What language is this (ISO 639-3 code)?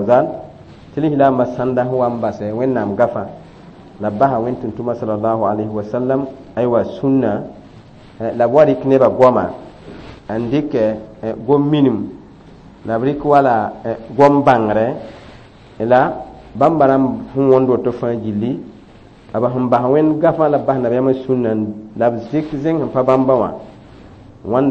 mos